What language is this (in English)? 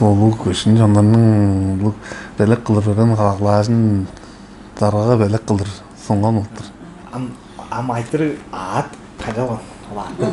Tuvinian